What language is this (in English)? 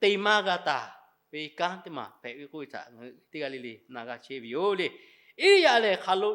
Lahu